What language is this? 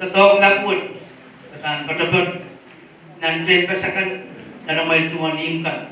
Pohnpeian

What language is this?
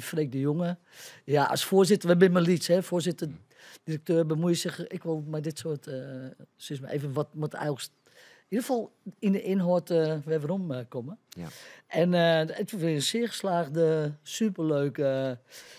Western Frisian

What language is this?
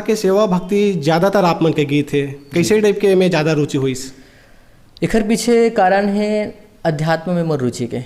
Chhattisgarhi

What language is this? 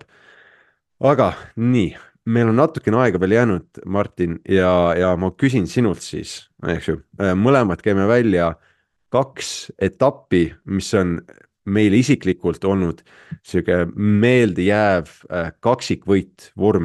Estonian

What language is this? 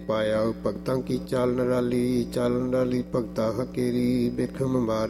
Punjabi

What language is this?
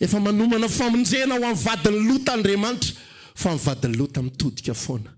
Malagasy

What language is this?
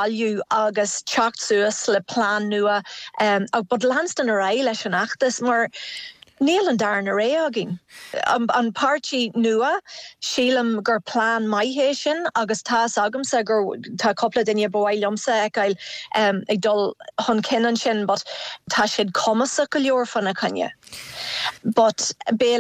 Irish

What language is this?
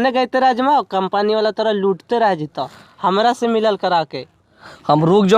Magahi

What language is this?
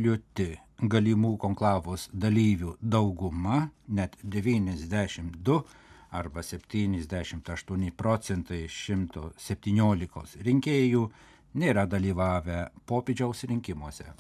Lithuanian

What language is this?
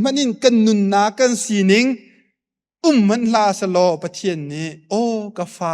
Hakha Chin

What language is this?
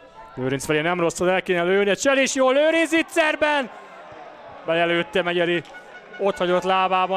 Hungarian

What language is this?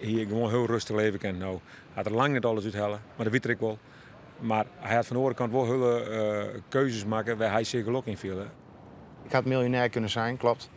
Western Frisian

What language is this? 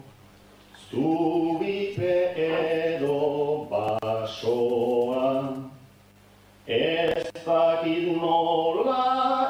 Basque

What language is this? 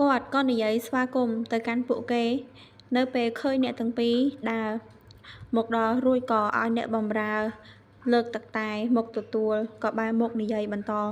Khmer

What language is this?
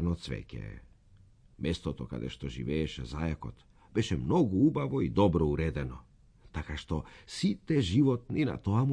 Macedonian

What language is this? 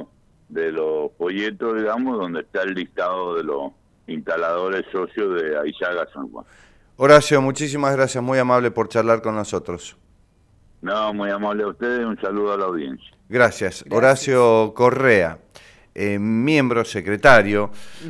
Spanish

